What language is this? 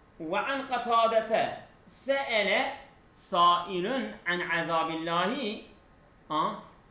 Kurdish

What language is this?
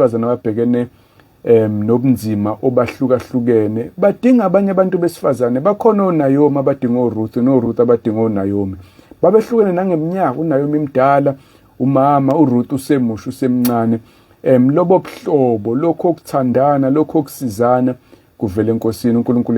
Zulu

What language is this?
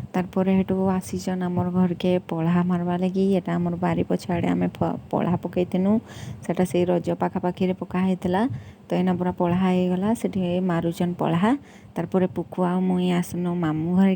Sambalpuri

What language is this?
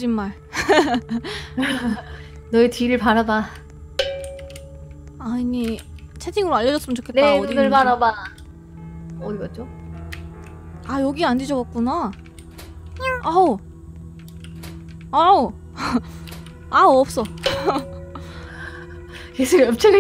Korean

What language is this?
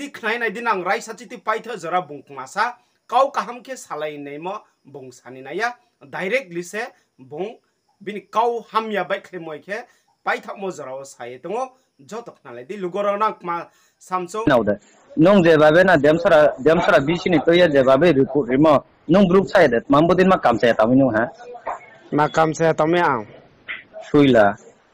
Riang (India)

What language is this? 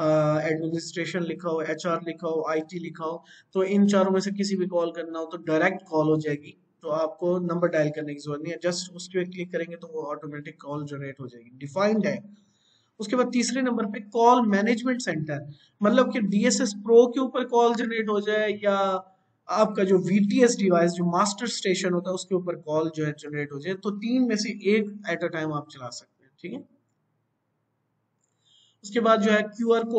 Hindi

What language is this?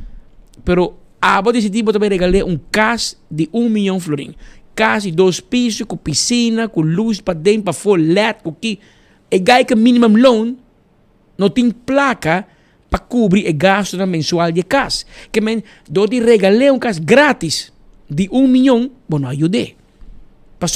Papiamento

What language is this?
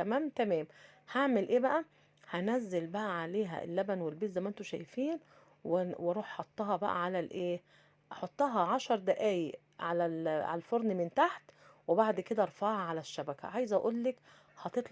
Egyptian Arabic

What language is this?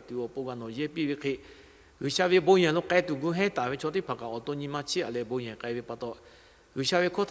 Lahu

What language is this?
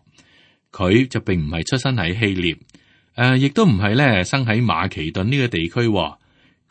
Cantonese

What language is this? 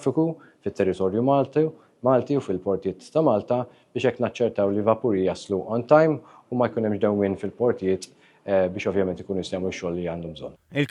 Maltese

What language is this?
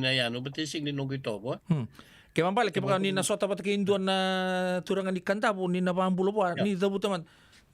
Fijian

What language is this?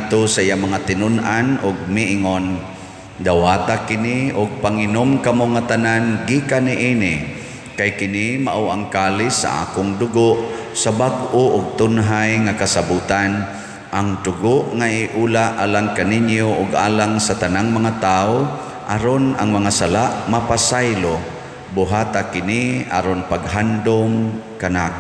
Cebuano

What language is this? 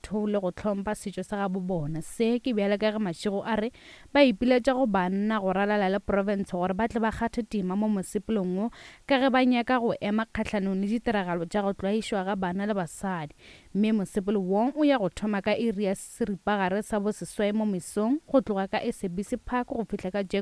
Northern Sotho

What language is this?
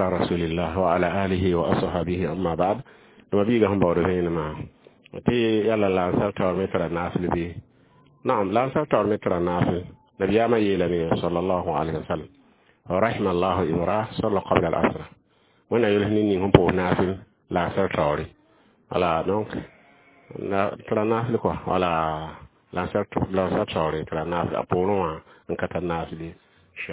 Mossi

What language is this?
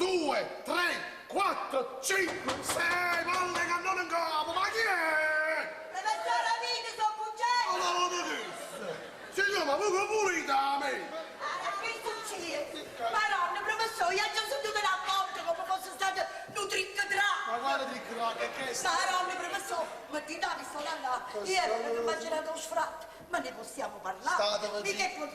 Neapolitan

